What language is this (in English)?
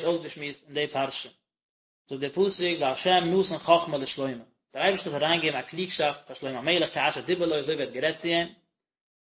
Yiddish